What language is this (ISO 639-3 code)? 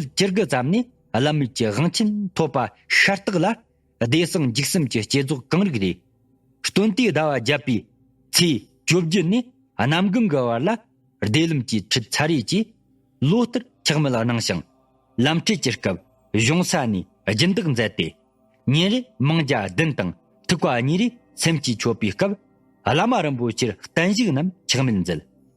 bod